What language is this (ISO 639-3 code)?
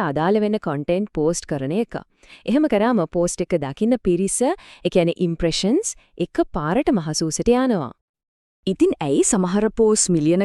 sin